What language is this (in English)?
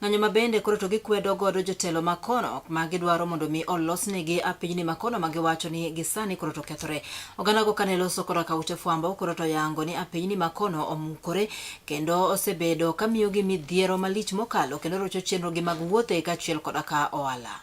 Luo (Kenya and Tanzania)